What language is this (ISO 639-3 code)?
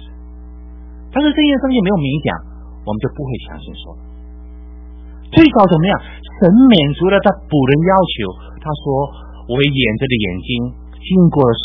zho